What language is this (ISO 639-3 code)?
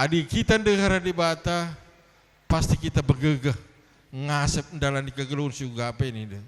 btx